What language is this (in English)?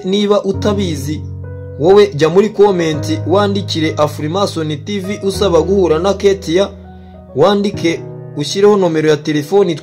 Kinyarwanda